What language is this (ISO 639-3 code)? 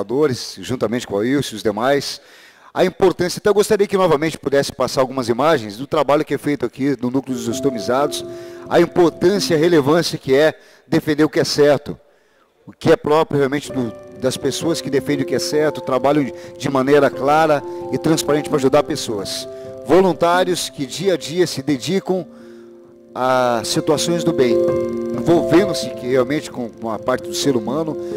por